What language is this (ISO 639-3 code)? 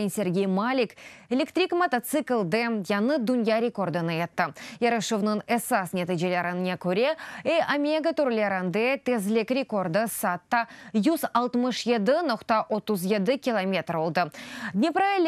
crh